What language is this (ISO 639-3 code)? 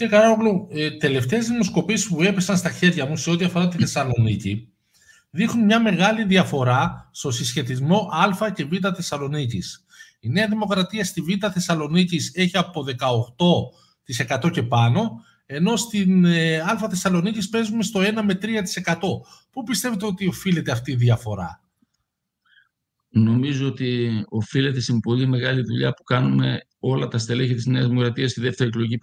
ell